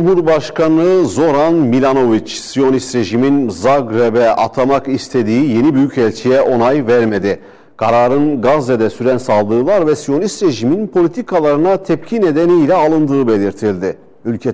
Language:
Turkish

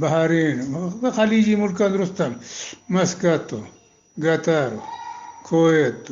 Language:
Eastern Balochi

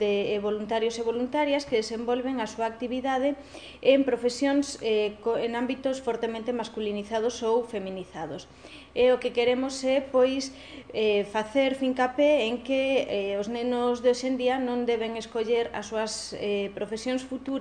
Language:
Galician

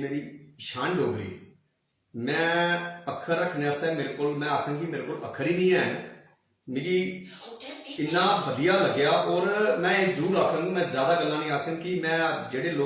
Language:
Dogri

